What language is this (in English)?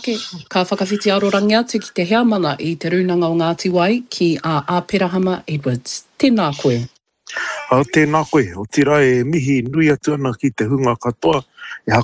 Māori